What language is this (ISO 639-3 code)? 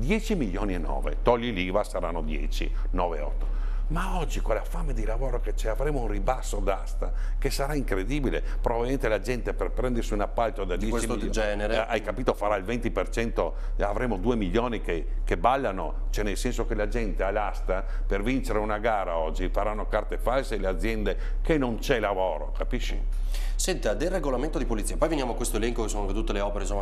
ita